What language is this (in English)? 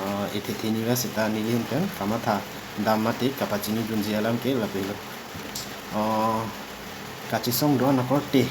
Karbi